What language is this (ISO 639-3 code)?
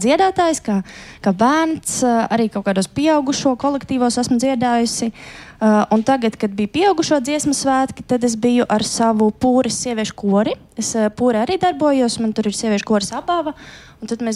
lav